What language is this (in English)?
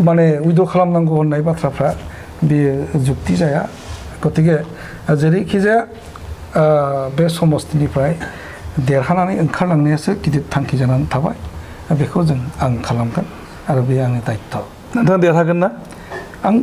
Bodo